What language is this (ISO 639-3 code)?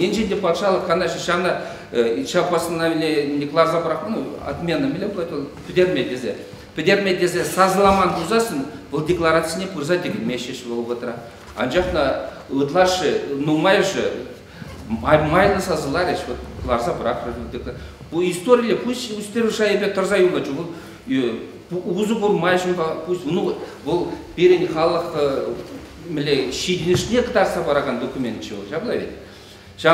chv